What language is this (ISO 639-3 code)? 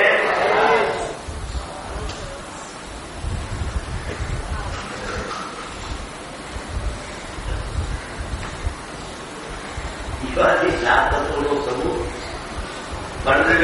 guj